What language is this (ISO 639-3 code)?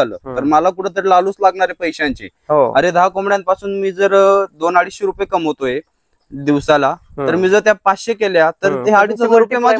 mar